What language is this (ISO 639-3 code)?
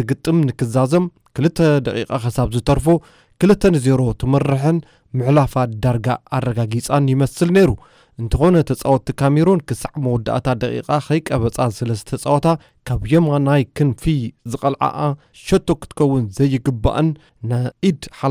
tir